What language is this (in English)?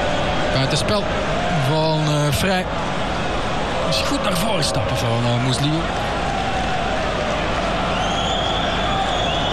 Dutch